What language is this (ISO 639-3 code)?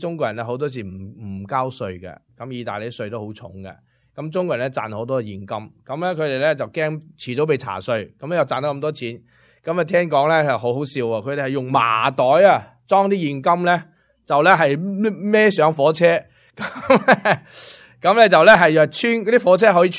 yue